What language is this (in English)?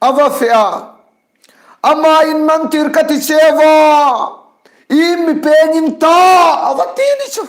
Hmar